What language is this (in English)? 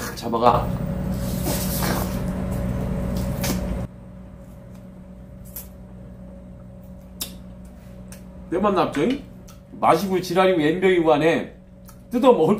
Korean